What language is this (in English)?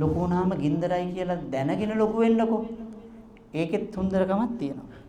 Sinhala